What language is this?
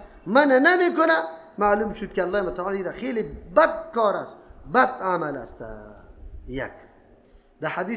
Persian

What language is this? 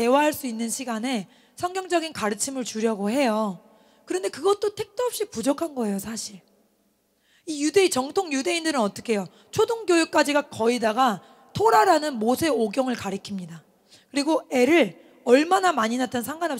Korean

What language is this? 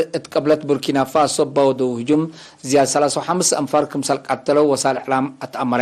Tigre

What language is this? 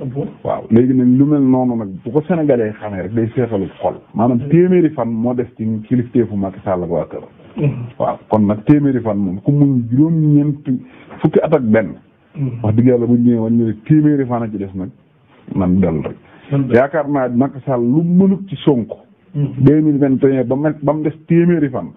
Wolof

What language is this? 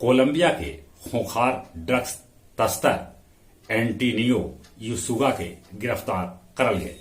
Magahi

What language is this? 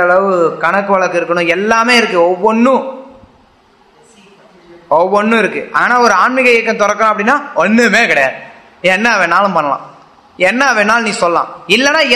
Tamil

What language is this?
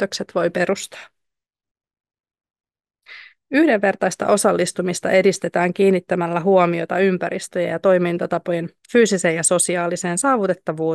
Finnish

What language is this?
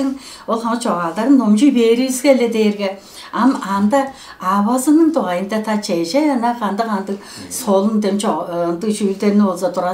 Tuvinian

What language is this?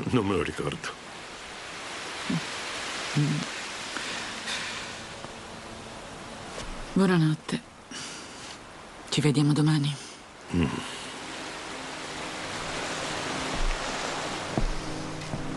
Italian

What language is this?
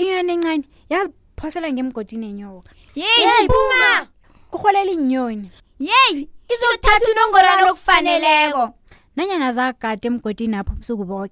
South Ndebele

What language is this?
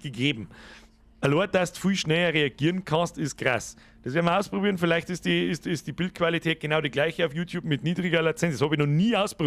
Bavarian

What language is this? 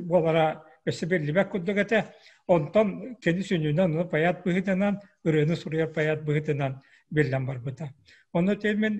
Yakut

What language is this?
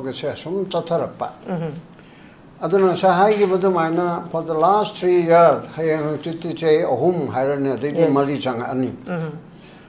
Manipuri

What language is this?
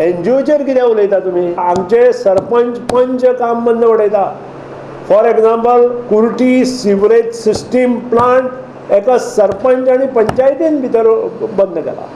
Konkani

